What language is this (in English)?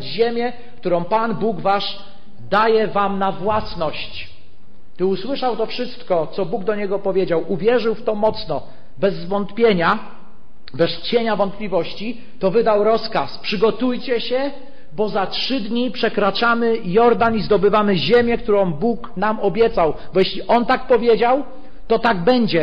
Polish